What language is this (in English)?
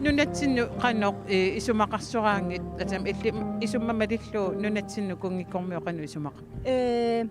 Kalaallisut